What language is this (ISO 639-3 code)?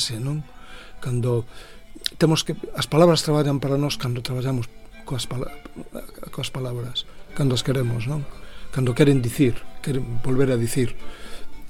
glg